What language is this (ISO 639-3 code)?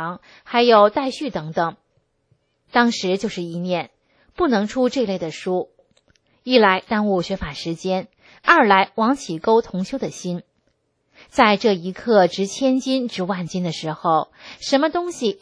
zho